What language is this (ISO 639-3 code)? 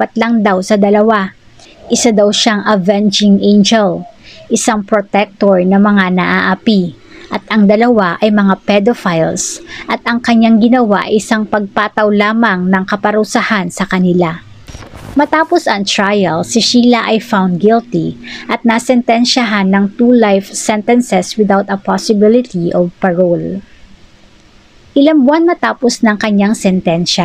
fil